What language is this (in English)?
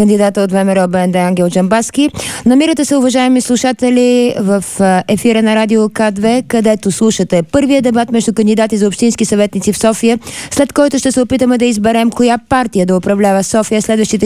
Bulgarian